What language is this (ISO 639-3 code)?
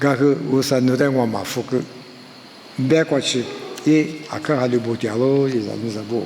lis